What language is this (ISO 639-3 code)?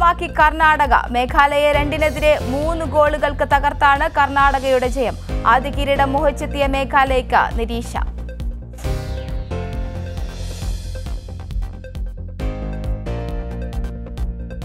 mal